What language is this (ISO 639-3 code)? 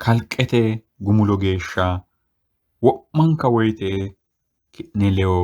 sid